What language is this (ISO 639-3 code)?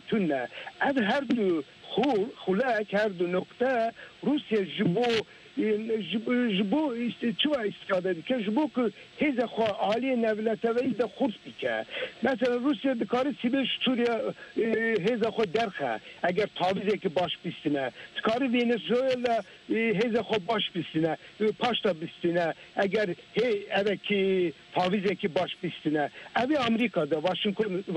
kur